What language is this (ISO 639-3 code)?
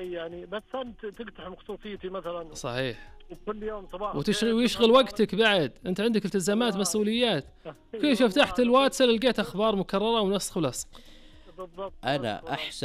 ars